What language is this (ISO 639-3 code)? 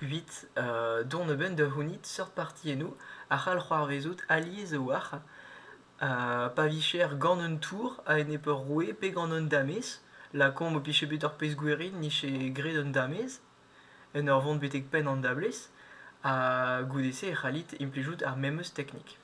bre